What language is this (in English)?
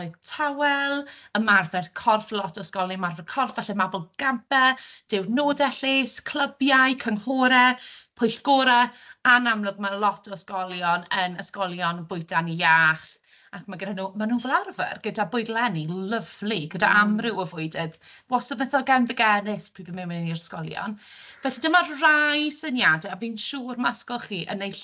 Welsh